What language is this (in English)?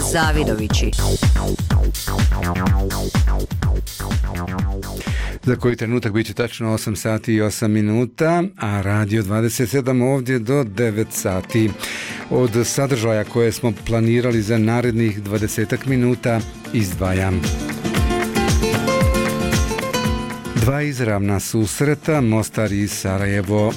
Bosnian